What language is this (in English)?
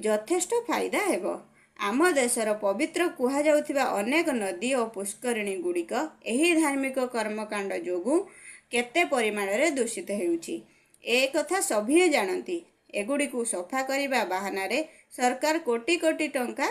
Odia